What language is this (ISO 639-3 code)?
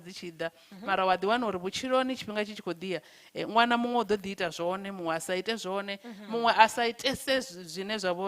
ven